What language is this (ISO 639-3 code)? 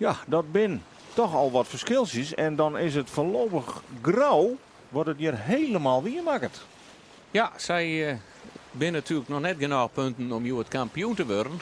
fry